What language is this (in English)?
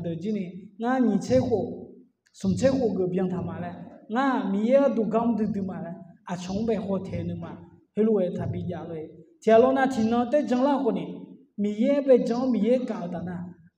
Akha